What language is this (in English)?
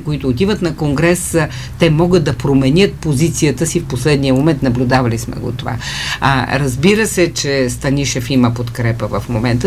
Bulgarian